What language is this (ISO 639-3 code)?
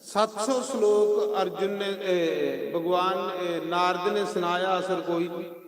doi